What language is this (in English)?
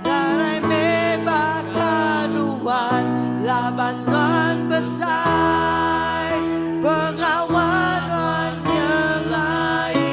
Iban